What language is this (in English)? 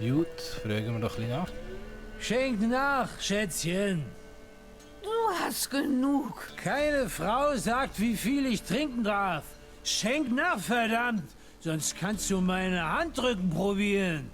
Swiss German